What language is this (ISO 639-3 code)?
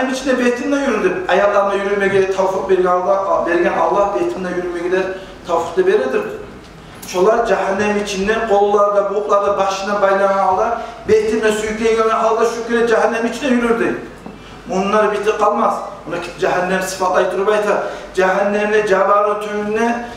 kum